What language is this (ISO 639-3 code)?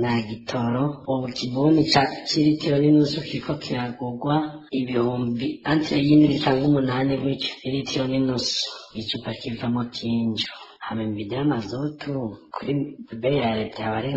run